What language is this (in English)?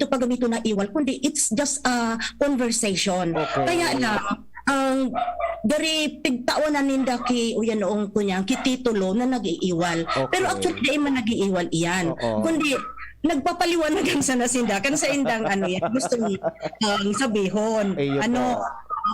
Bikol